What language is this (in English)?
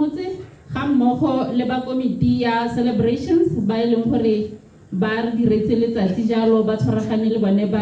Tswana